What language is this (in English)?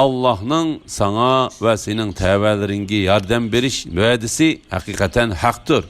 Uyghur